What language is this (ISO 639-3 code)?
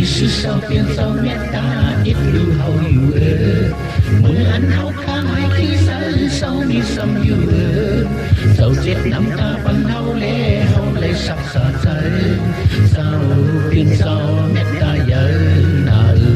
shn